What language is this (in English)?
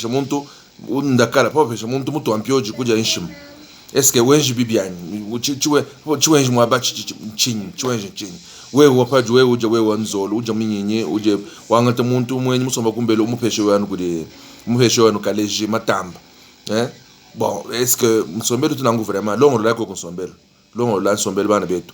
Luba-Lulua